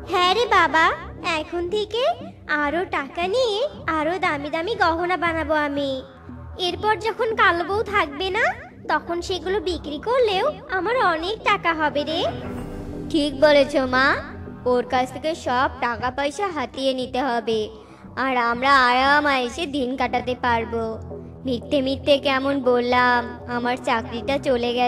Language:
Bangla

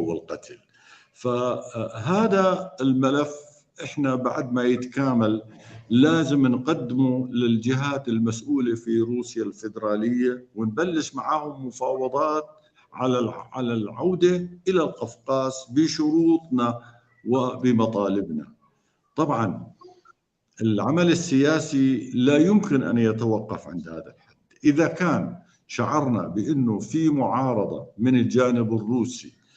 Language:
North Levantine Arabic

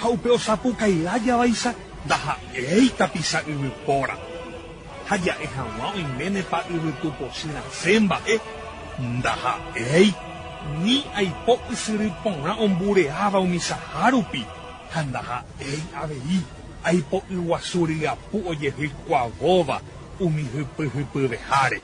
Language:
Guarani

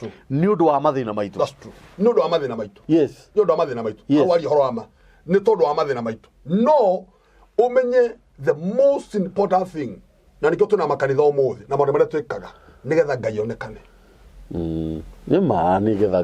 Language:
Kikuyu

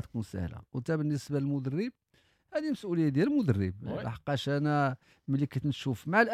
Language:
Moroccan Arabic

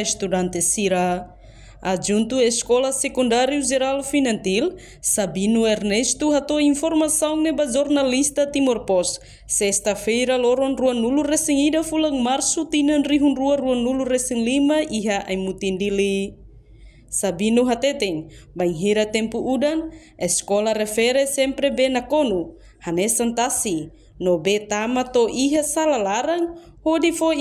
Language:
Tetum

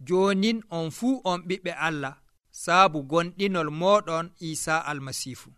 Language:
Nigerian Fulfulde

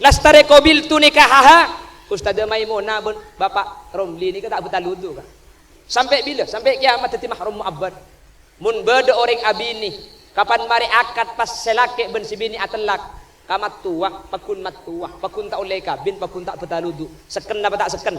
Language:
Madurese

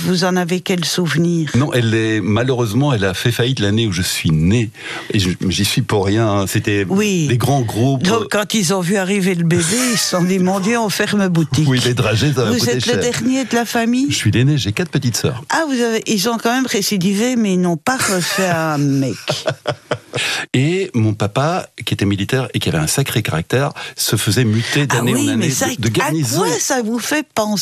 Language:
French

